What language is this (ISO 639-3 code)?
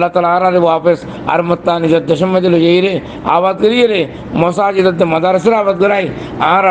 rhg